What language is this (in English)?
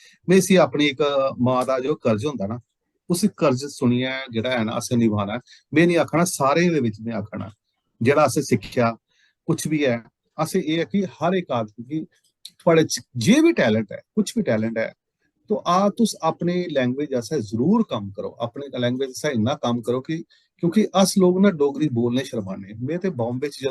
Dogri